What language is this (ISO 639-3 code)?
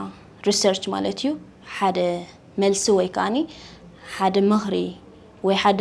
tir